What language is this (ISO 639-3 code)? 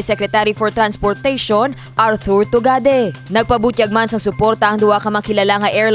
hil